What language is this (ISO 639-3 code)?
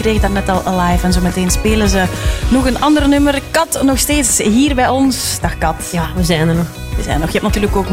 nld